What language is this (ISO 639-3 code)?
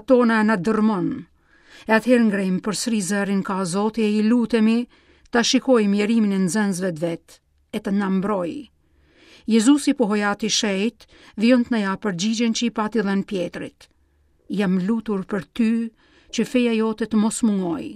sqi